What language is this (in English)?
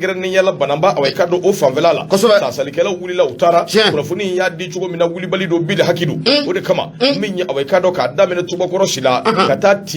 Bambara